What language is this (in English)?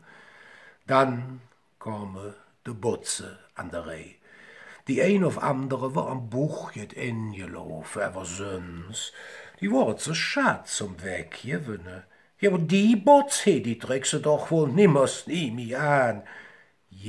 Colognian